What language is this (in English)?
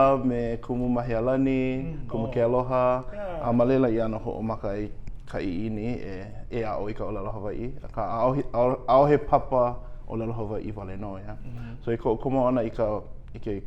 Hawaiian